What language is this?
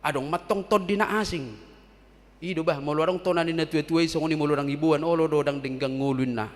Batak Toba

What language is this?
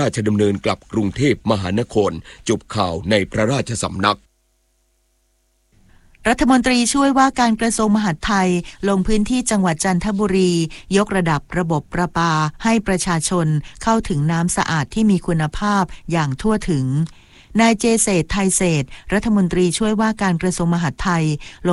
Thai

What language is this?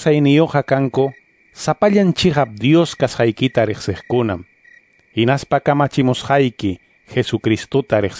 Quechua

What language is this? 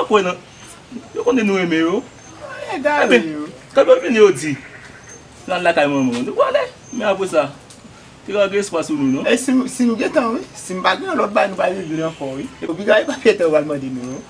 Haitian Creole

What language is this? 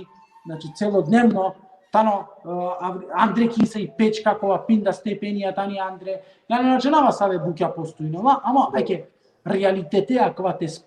Balkan Romani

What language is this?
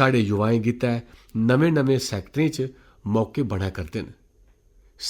Dogri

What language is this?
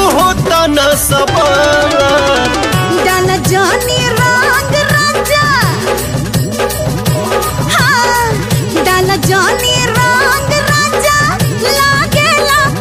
Bhojpuri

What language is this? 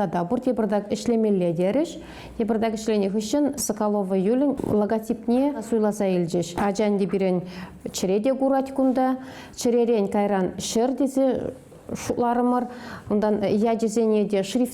Chuvash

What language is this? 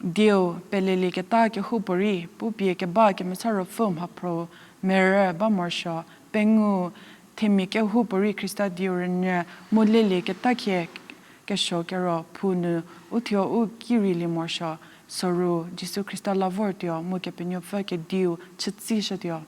Angami Naga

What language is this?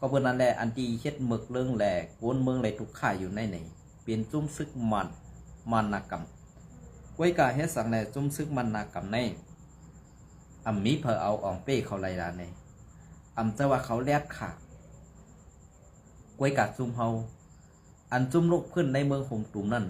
Shan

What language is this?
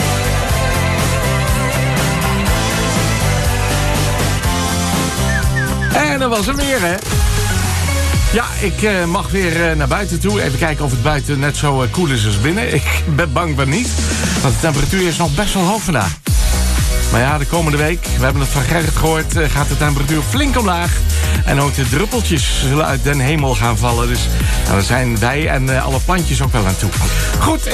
Dutch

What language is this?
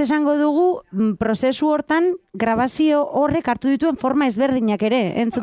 Basque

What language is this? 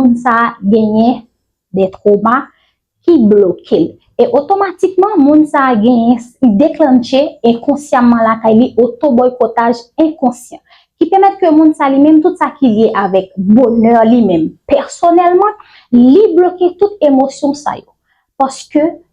Haitian Creole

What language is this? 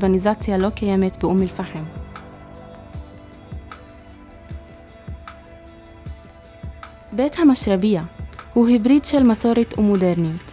Hebrew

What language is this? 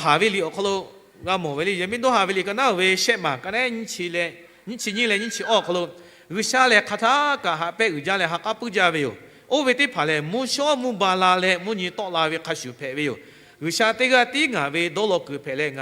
Lahu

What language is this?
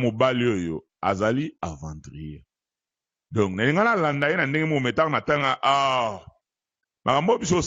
Lingala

